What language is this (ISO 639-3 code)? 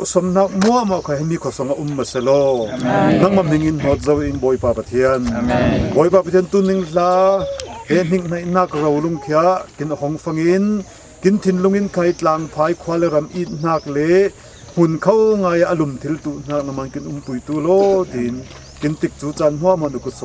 cfm